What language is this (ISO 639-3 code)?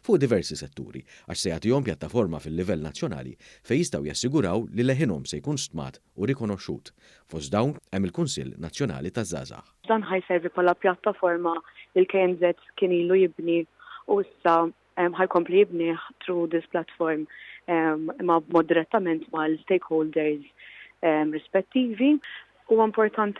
mlt